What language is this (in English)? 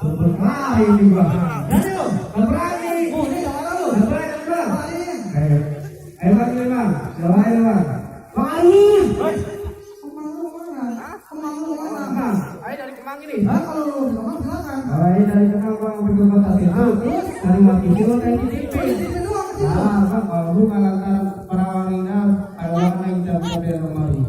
Betawi